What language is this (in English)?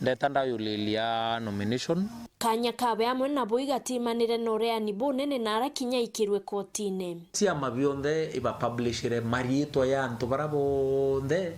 Meru